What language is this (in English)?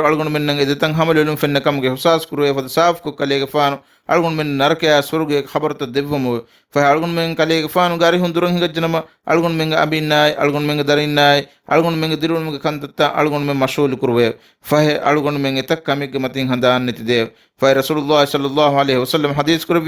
Divehi